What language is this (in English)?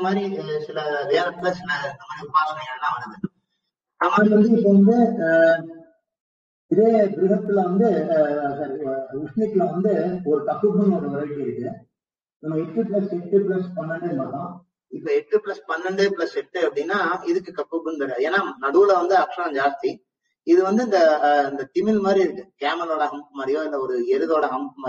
Tamil